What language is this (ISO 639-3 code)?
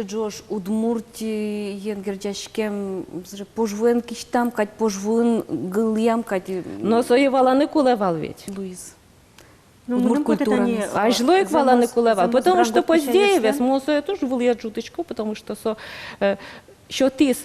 udm